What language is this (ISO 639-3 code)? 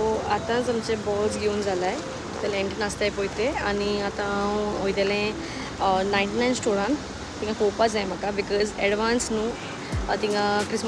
kok